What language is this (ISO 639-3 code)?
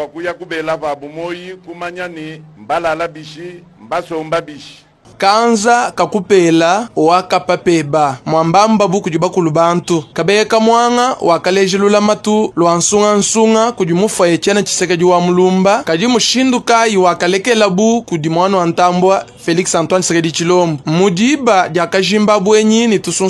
lua